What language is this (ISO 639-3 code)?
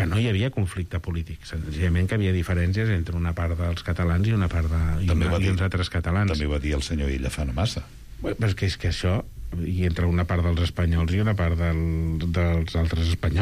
cat